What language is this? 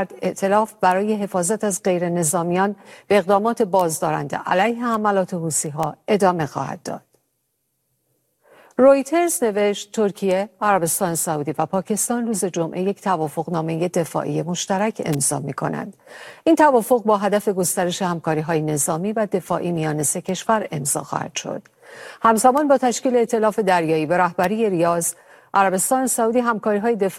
Persian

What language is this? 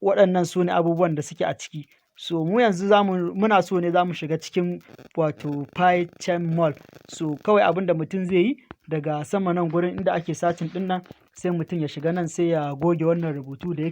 Hausa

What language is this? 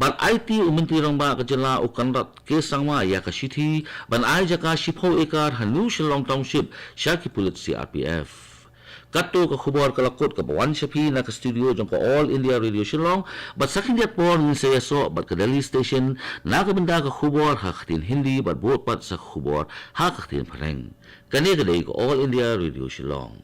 Khasi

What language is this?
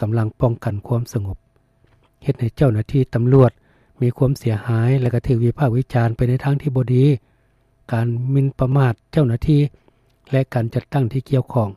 Lao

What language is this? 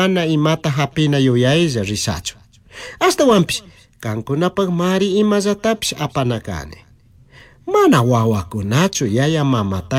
Chimborazo Highland Quichua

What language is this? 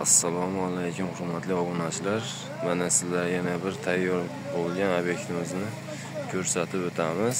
Uzbek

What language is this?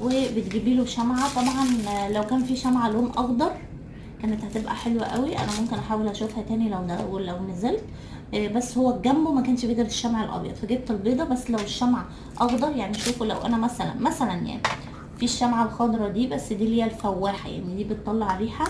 Egyptian Arabic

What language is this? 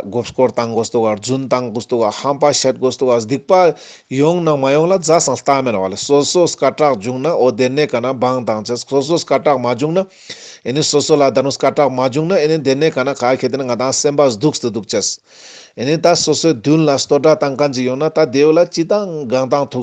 Ladakhi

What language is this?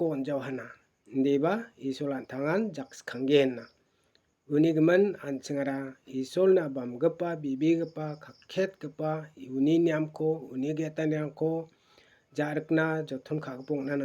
Garo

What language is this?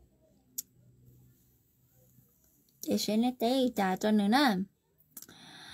Vietnamese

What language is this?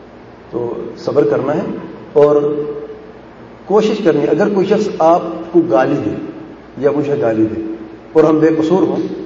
Urdu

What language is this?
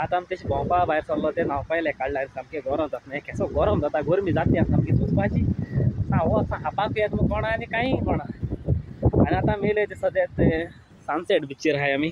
Konkani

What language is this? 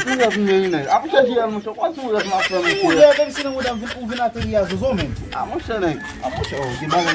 Haitian Creole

